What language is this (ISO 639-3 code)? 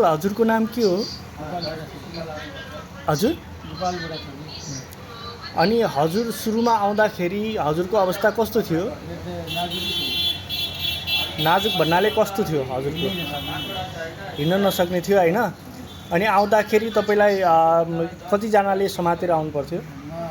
nep